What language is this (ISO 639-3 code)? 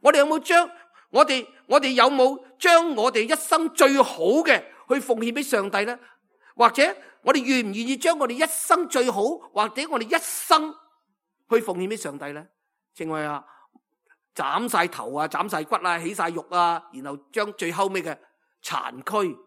yue